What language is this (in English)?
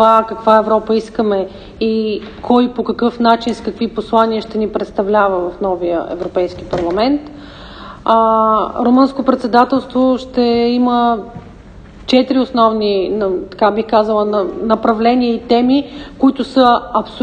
Bulgarian